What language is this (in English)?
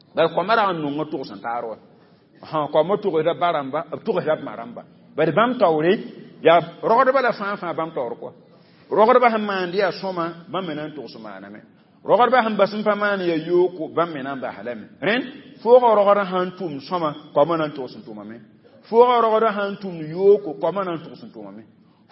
Mossi